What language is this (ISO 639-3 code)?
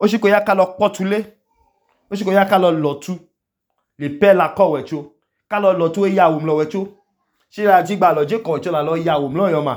idu